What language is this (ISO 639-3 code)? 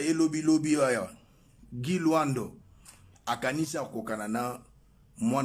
lin